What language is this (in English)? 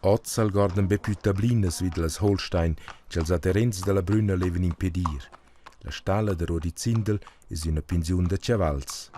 Romansh